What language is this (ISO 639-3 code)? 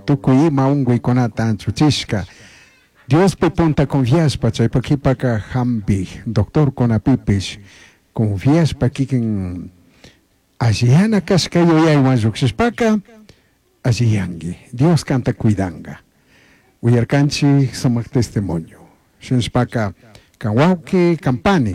qug